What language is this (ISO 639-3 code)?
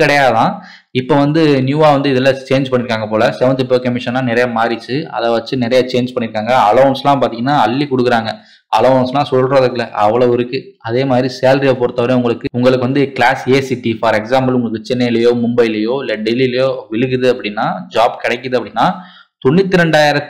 tam